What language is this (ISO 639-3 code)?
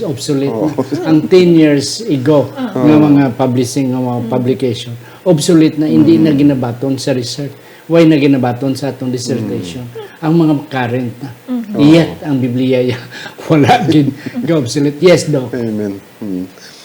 hil